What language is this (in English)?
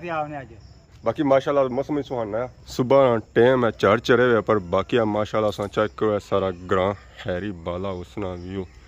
Pahari-Potwari